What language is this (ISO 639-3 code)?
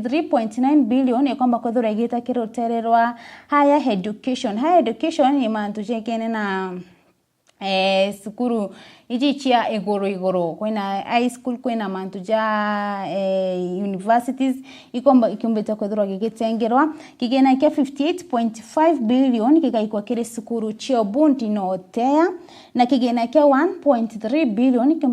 mer